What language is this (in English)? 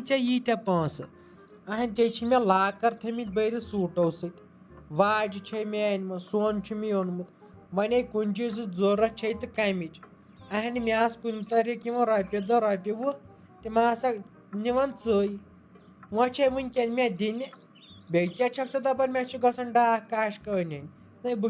Kashmiri